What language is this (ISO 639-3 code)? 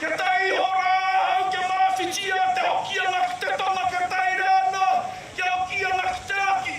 mri